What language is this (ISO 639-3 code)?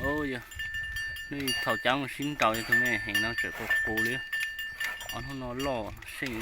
hmn